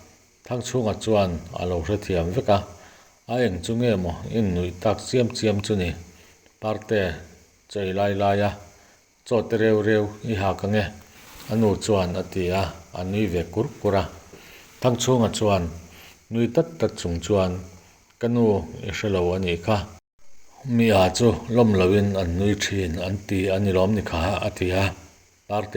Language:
Mizo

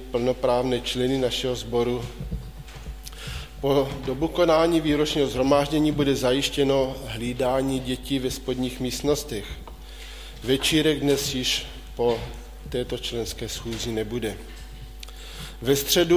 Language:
Czech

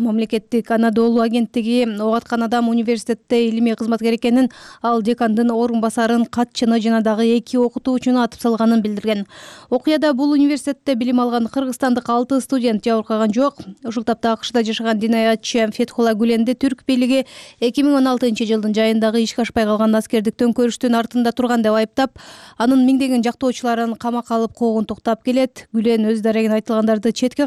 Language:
Kyrgyz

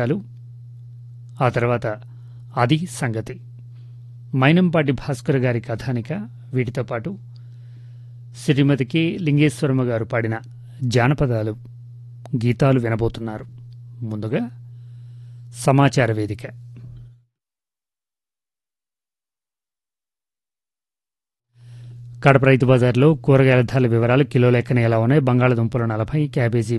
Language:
Telugu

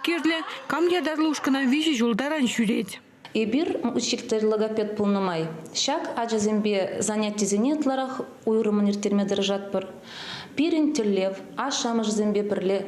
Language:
Chuvash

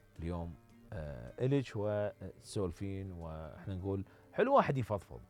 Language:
Mesopotamian Arabic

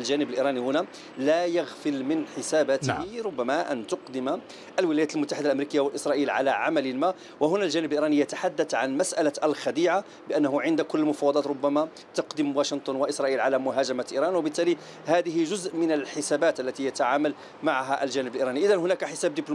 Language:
Arabic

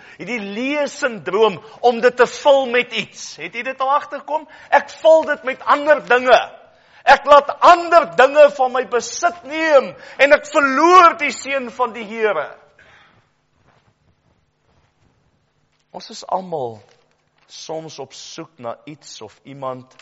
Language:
Afrikaans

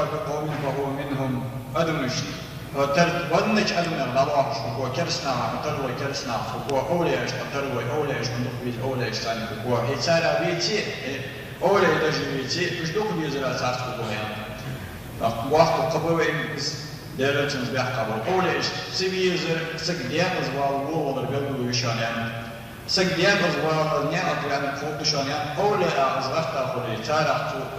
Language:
Ingush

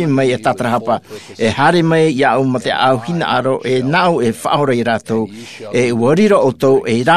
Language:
Tahitian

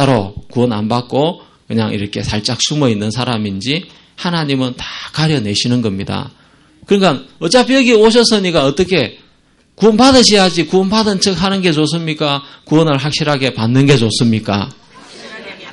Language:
Korean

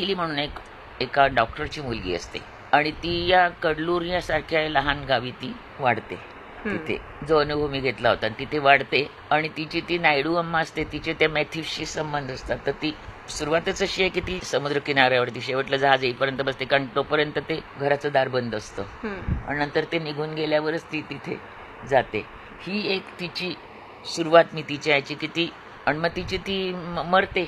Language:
Marathi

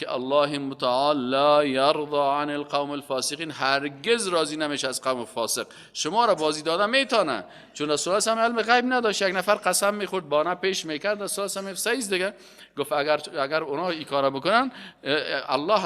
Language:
Persian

